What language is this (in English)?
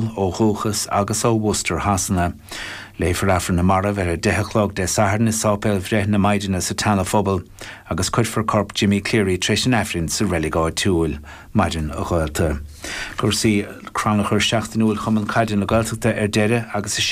Irish